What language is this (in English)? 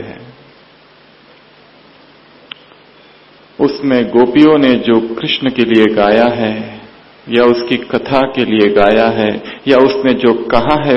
Hindi